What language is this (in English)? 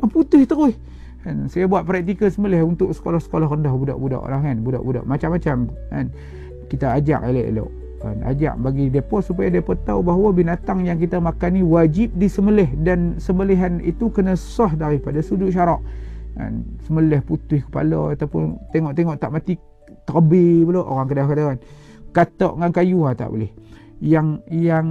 Malay